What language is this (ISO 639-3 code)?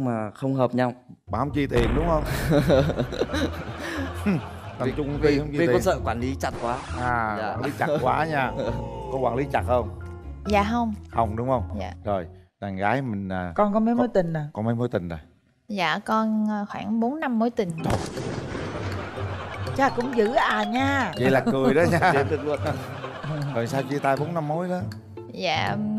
vie